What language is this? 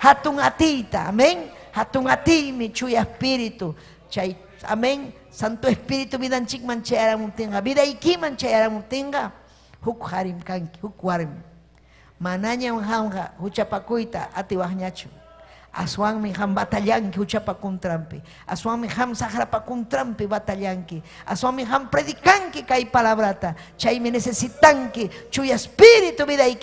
Ayacucho Quechua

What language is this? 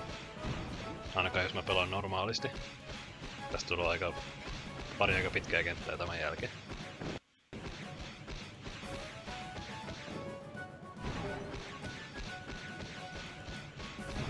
Finnish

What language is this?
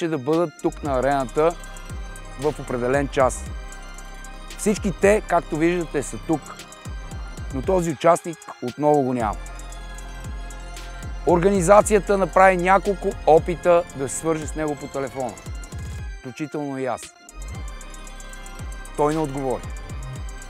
Bulgarian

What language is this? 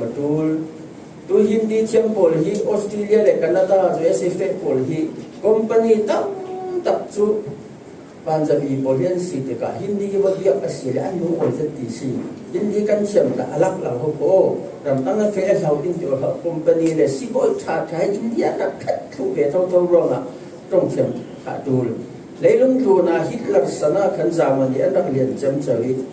Falam Chin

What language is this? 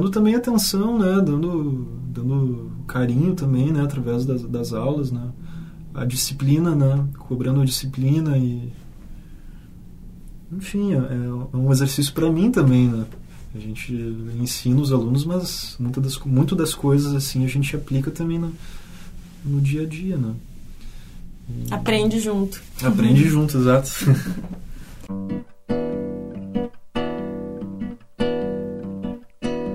Portuguese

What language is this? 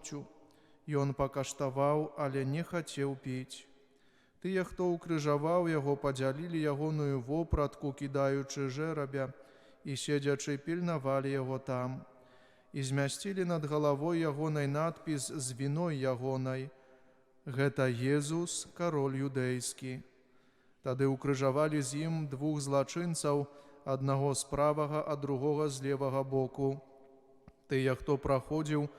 Belarusian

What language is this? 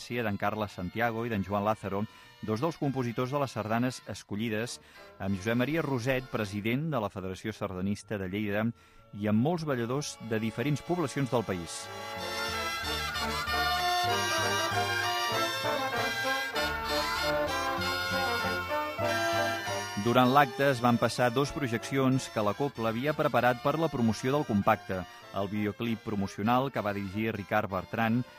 Catalan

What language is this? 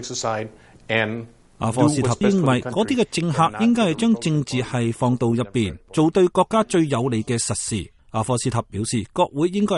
Cantonese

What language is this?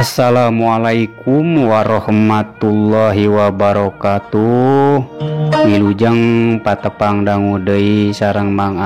Sundanese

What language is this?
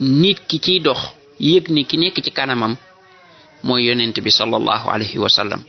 Wolof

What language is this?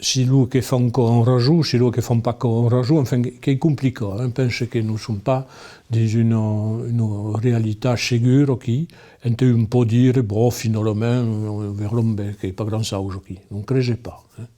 Occitan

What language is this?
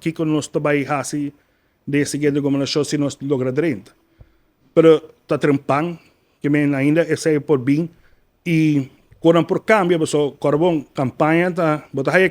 Papiamento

